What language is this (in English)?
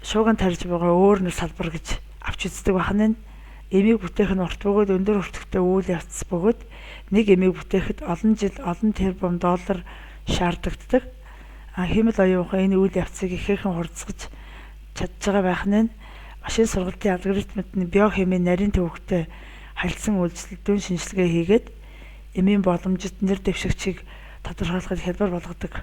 Mongolian